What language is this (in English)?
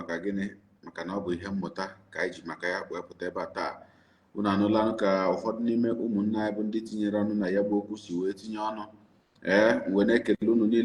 Igbo